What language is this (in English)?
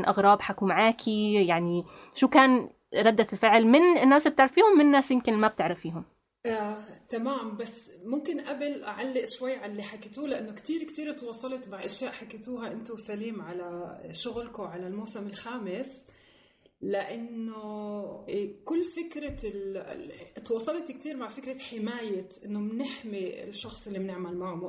North Levantine Arabic